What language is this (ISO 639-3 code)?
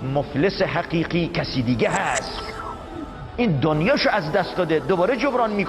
fas